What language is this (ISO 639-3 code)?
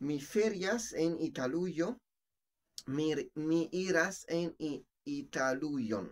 epo